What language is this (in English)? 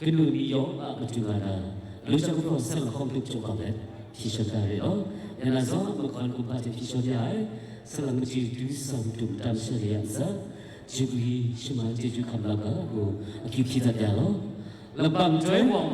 Kachin